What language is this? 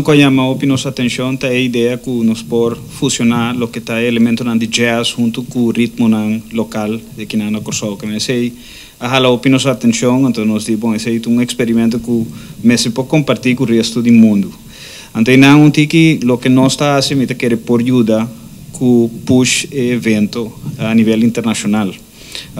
Papiamento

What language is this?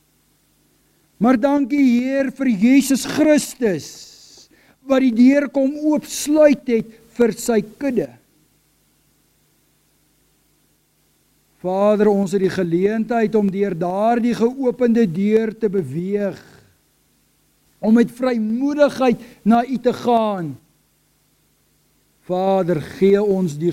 Afrikaans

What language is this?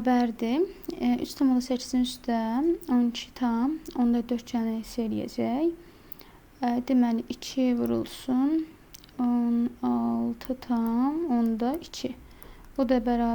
Azerbaijani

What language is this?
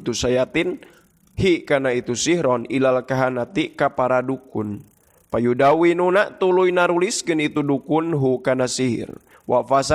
Sundanese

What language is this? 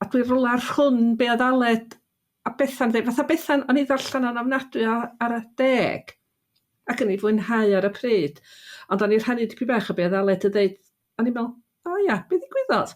Welsh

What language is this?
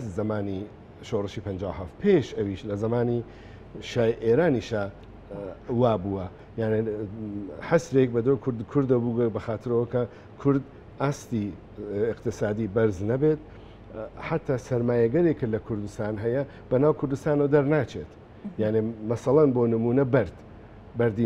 Central Kurdish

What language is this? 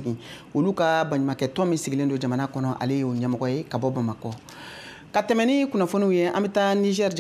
Bambara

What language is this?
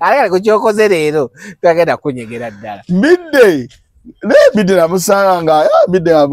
Ganda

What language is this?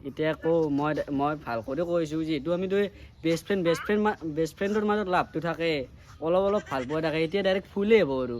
Assamese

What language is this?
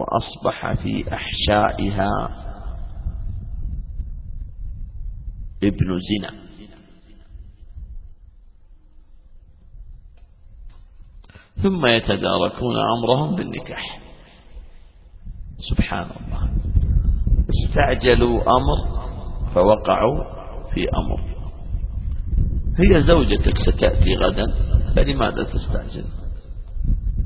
Arabic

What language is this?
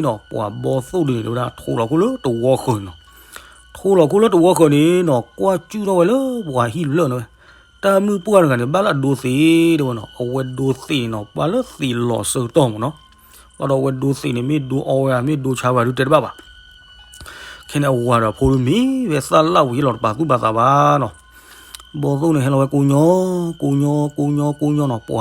S'gaw Karen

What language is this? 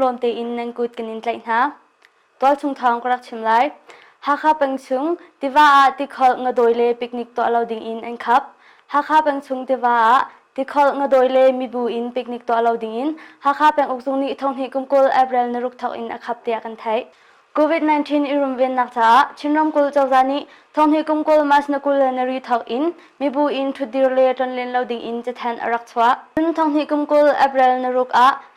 Hakha Chin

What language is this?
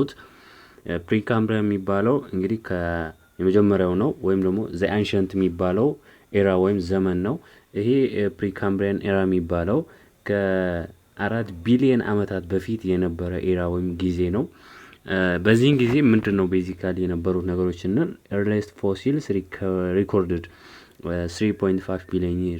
Amharic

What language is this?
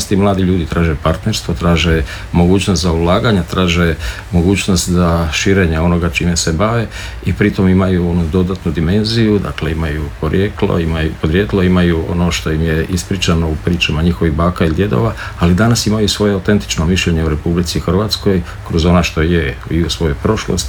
Croatian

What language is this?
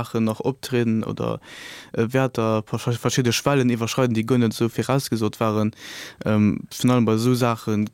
Luxembourgish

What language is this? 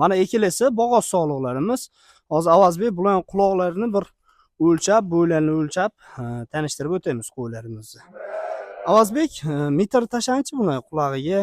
Uzbek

